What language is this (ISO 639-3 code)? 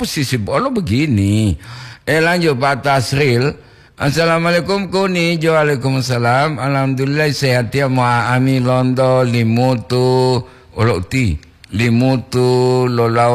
gor